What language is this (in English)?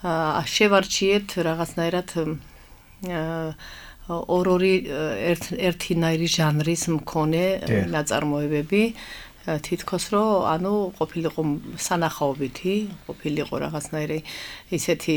Georgian